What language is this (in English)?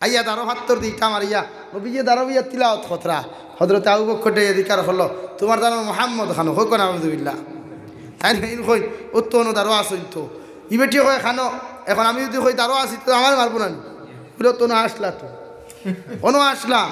Sylheti